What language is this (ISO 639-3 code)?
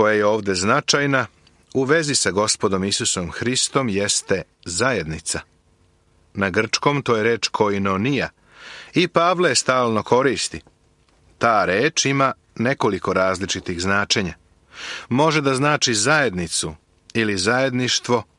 srp